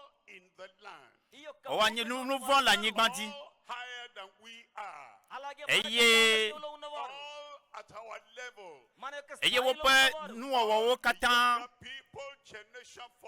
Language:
Ewe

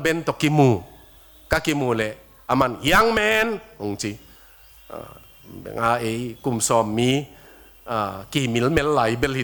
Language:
Tedim Chin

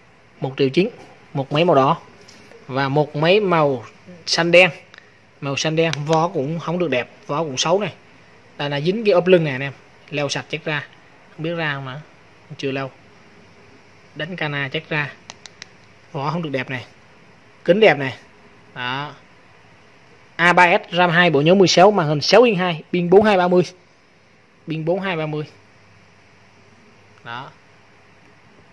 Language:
Vietnamese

